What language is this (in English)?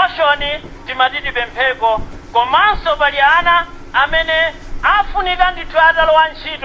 Nyanja